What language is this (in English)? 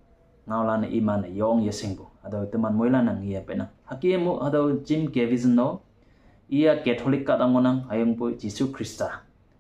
Konyak Naga